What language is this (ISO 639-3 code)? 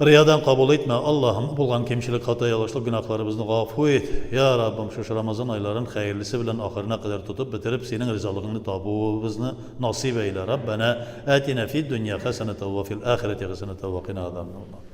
tat